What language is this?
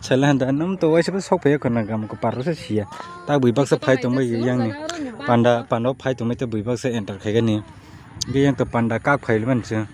Kok Borok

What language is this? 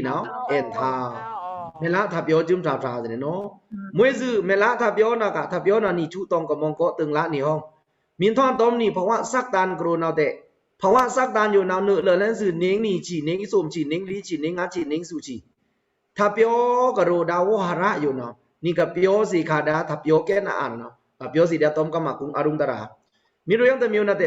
Pa'o Karen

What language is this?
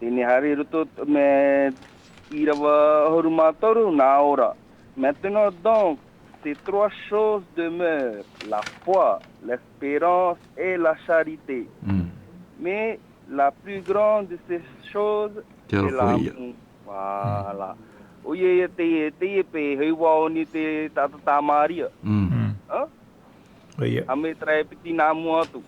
Tahitian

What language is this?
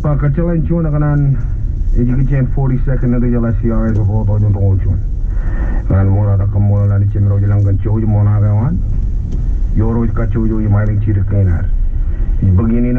Marshallese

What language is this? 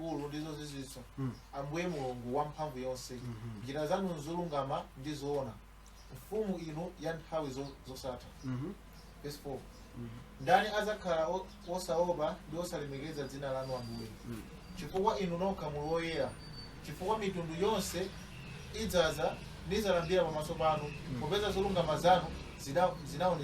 Nyanja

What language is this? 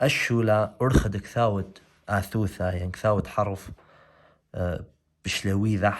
Assyrian Neo-Aramaic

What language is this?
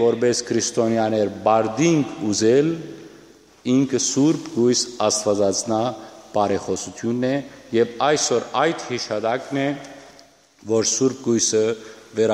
Western Armenian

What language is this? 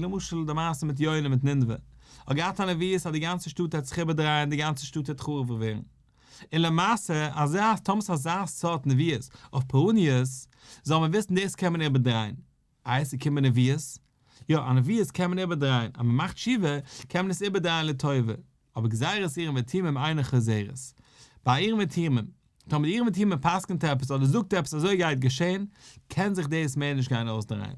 Yiddish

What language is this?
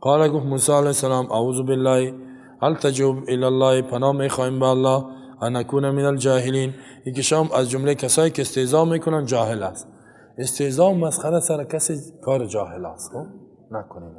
Persian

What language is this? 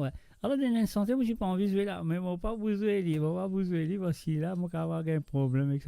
Morisyen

